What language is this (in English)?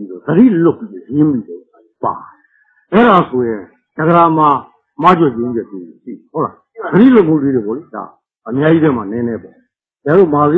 Burmese